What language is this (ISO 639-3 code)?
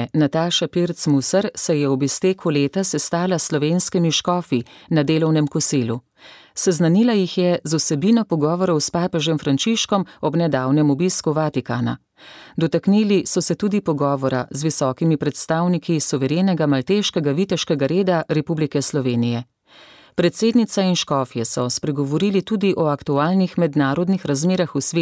slv